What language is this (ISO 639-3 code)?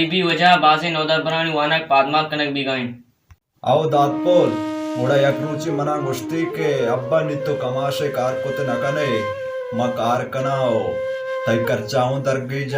bal